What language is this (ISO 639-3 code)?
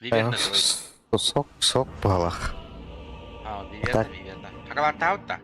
sah